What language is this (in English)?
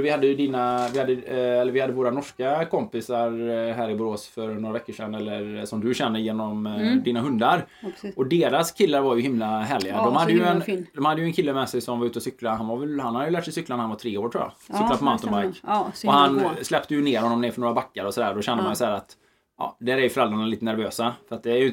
Swedish